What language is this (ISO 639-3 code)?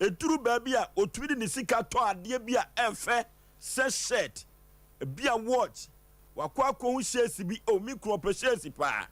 aka